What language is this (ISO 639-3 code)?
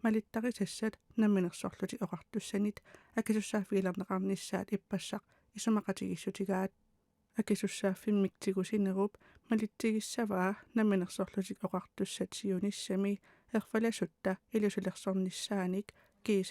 kal